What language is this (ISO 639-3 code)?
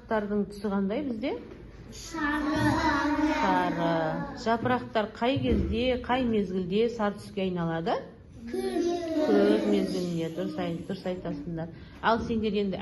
kaz